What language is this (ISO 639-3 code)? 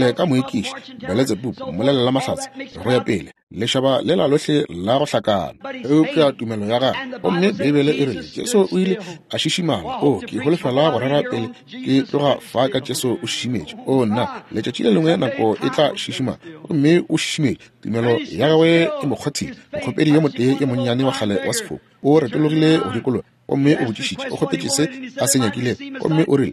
nso